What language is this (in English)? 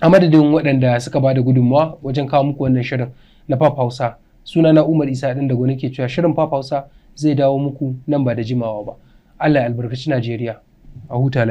Hausa